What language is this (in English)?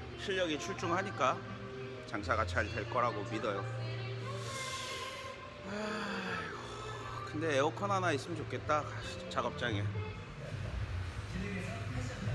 Korean